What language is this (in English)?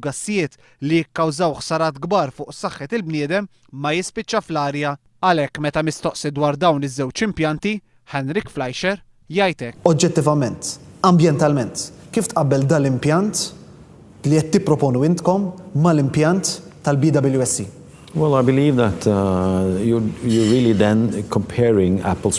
Maltese